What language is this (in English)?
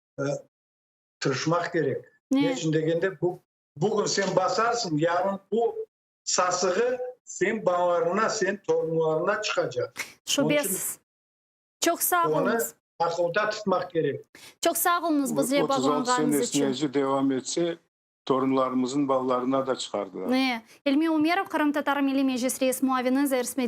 Crimean Tatar